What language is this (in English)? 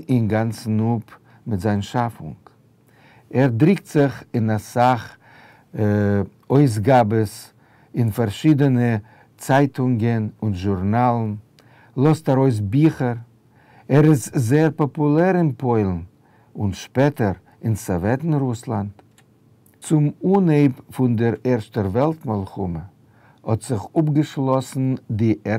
Yiddish